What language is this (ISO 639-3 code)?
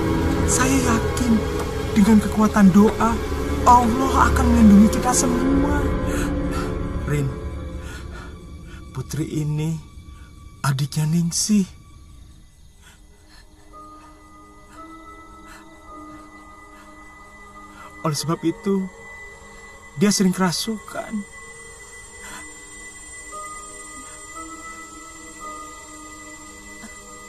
ind